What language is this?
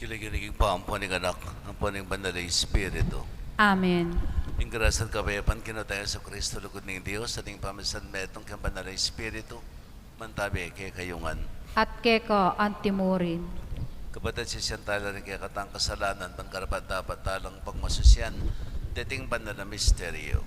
Pampanga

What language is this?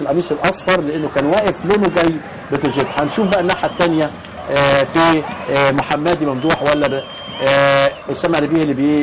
Egyptian Arabic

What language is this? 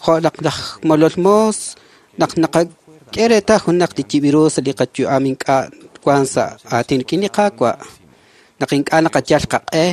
Kekchí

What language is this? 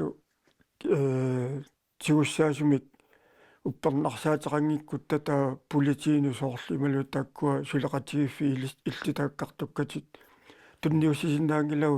Kalaallisut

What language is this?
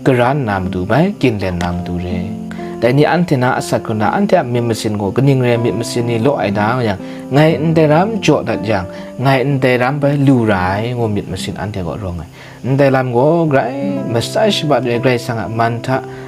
Kachin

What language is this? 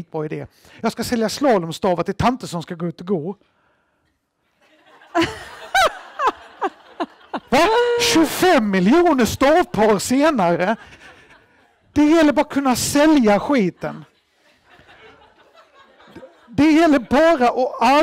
Swedish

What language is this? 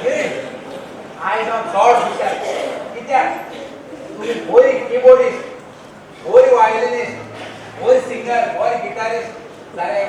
Konkani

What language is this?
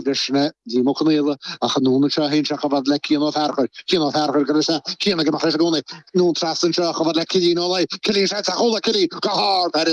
Irish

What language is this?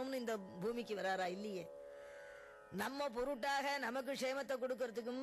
Tamil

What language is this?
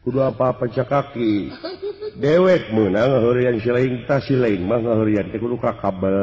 Sundanese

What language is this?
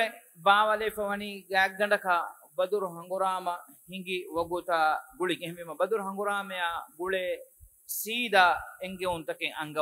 Divehi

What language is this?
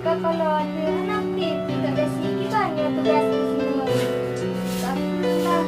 Achinese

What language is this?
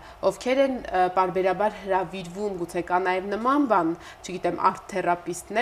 Armenian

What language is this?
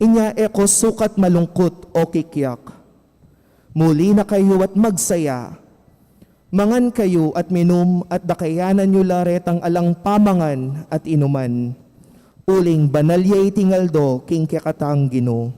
Pampanga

